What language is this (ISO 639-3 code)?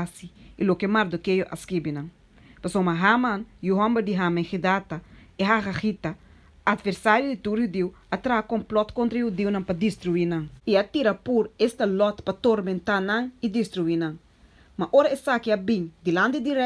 pap